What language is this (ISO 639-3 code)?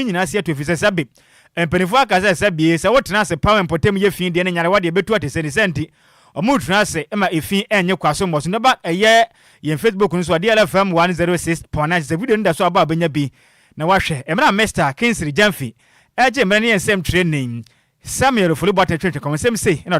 aka